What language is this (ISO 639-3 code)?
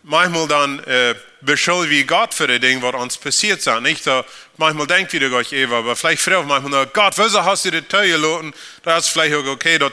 pdt